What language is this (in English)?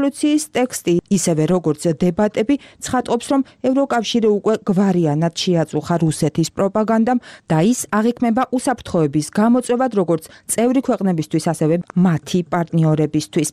Georgian